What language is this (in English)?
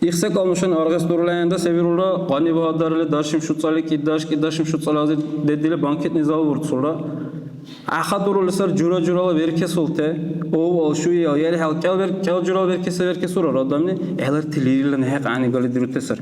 Dargwa